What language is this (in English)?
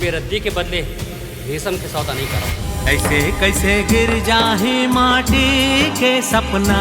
Chhattisgarhi